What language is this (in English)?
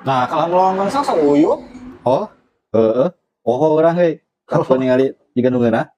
Sundanese